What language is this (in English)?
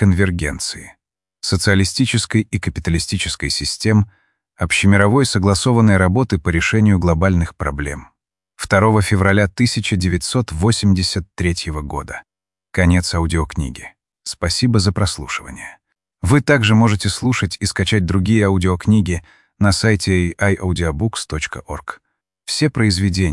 Russian